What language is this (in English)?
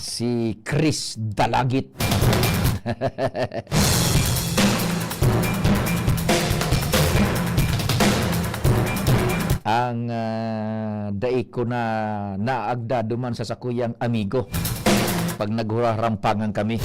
Bikol